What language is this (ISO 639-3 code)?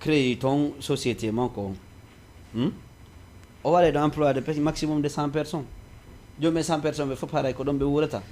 ful